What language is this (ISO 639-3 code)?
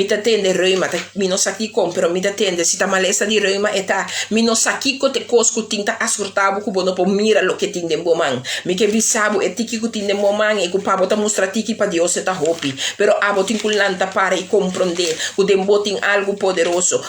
pap